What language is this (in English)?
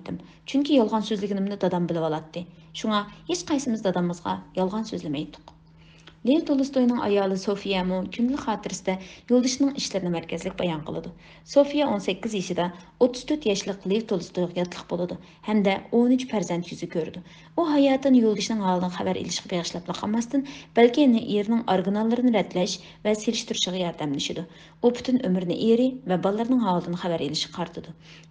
Uyghur